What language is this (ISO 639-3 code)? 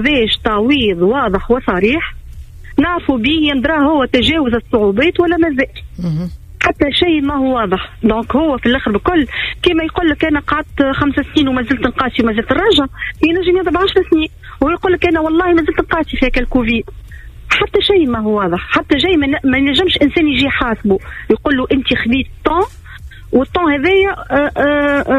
aeb